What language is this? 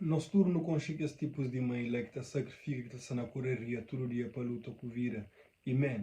Kabuverdianu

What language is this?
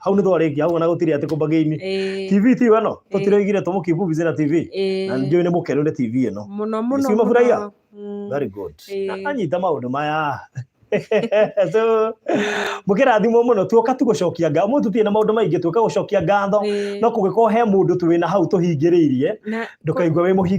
Kikuyu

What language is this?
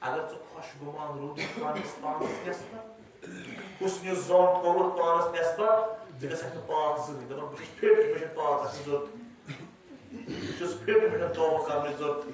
Kashmiri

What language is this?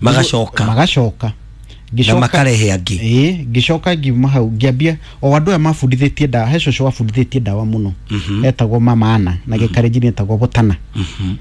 Kikuyu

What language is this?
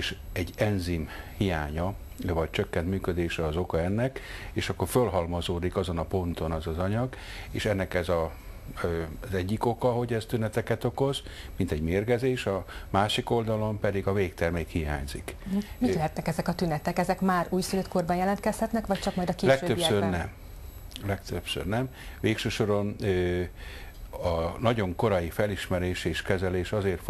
Hungarian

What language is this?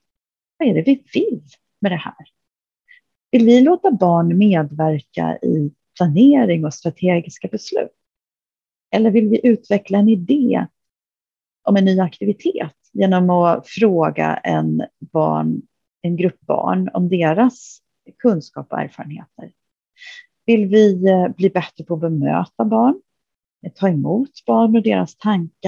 Swedish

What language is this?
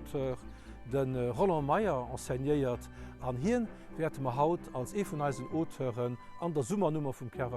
Luxembourgish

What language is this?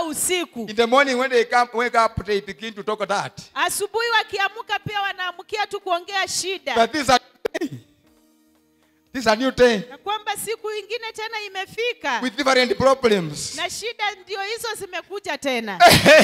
Swahili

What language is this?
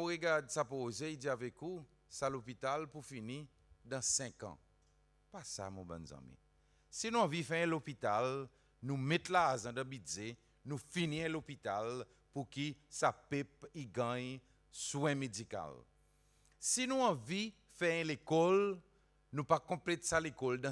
Seselwa Creole French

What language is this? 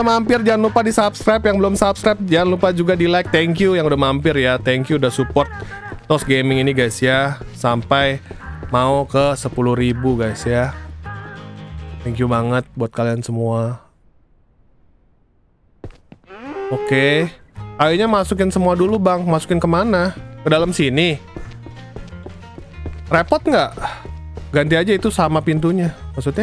Indonesian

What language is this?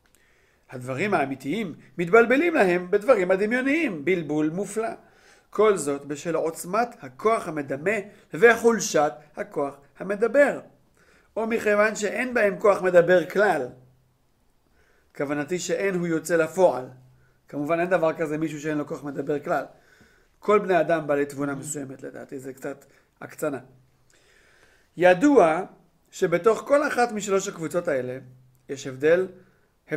Hebrew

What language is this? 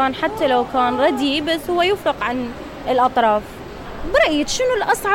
Mesopotamian Arabic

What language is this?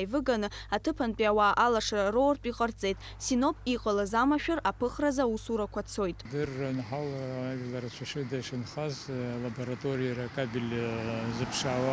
Abkhazian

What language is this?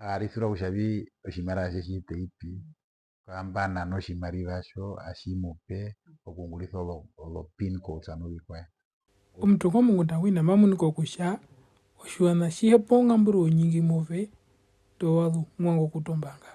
Herero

